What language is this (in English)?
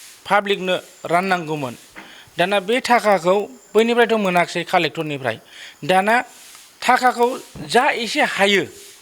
Bodo